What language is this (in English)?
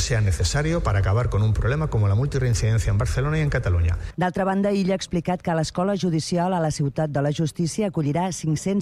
Catalan